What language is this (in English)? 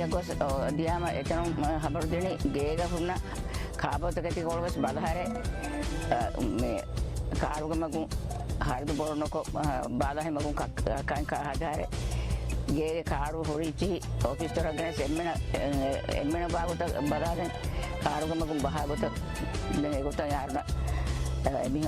Divehi